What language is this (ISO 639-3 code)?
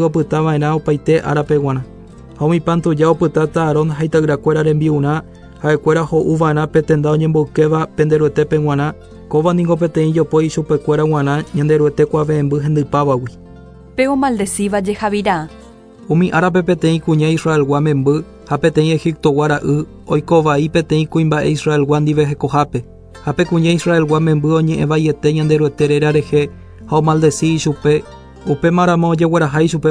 grn